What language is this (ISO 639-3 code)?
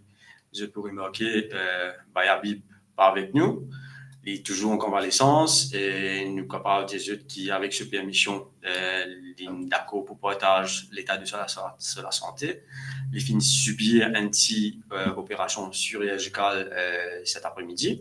mfe